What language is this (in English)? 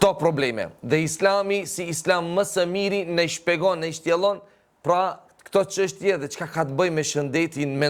Albanian